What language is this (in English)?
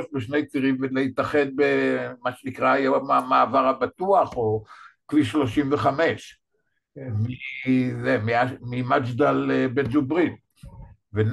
Hebrew